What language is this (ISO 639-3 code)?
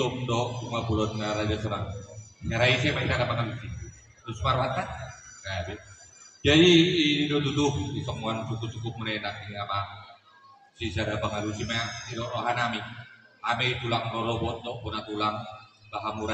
bbc